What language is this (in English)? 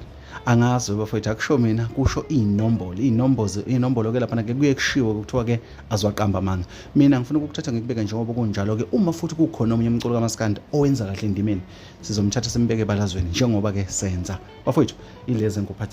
Zulu